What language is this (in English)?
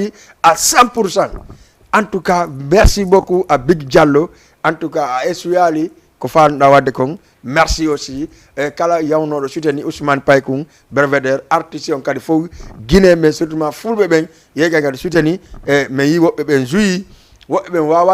Fula